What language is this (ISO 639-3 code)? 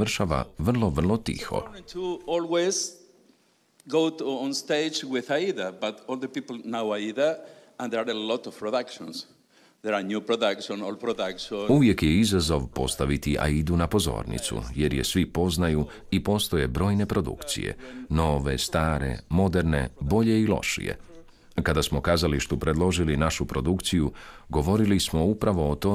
hrv